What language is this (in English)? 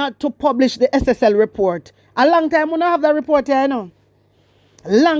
Jamaican Creole English